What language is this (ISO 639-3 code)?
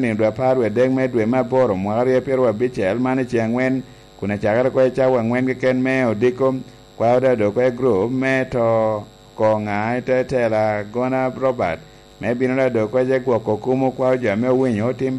laj